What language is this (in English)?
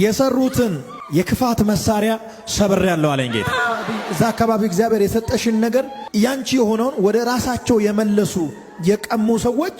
Amharic